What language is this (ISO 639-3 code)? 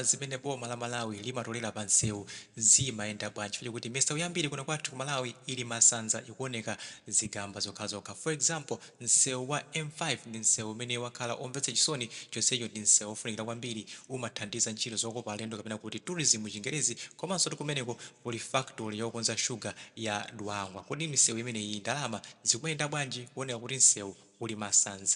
nya